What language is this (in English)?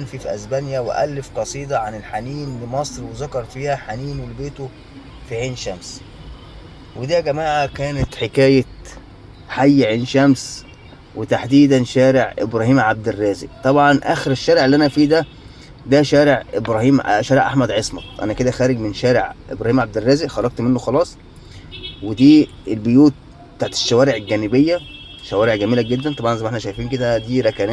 Egyptian Arabic